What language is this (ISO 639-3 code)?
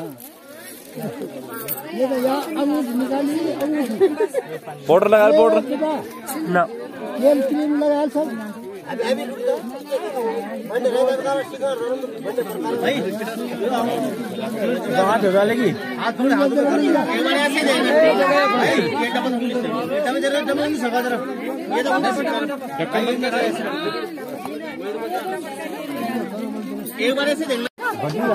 hin